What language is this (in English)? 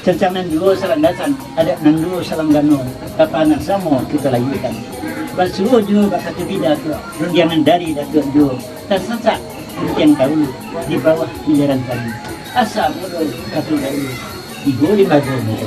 Minangkabau